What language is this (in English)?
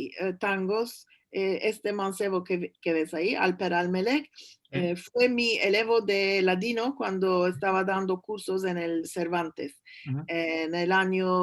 Ladino